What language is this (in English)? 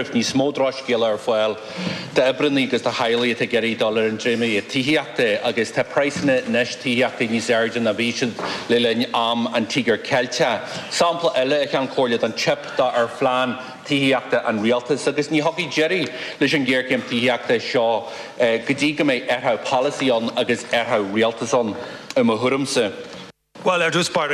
Irish